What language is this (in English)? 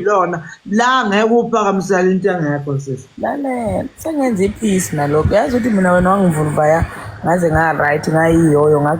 Zulu